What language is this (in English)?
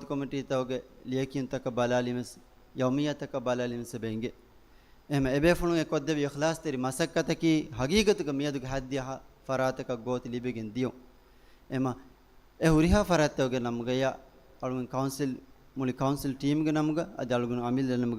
Divehi